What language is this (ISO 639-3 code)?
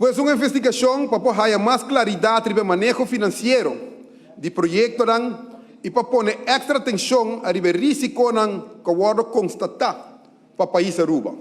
pap